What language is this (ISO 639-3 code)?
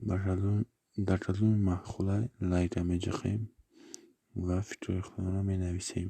tgk